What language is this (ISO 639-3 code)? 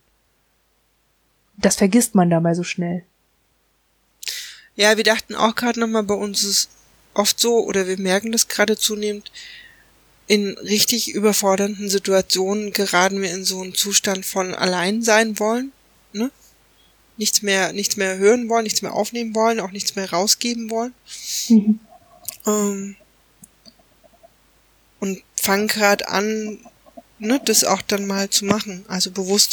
deu